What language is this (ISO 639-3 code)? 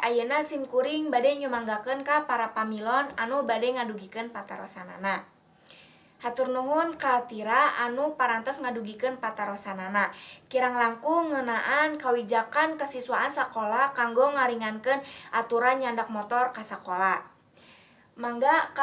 sun